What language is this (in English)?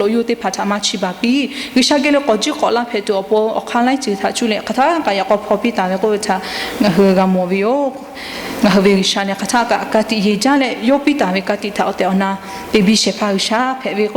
Lahu